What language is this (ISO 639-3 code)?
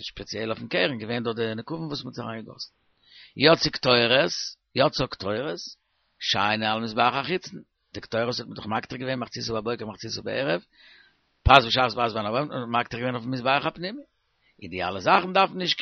yid